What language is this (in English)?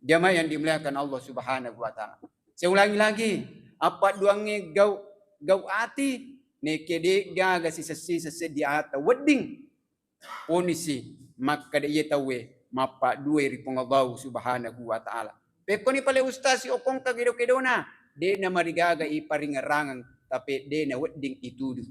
Buginese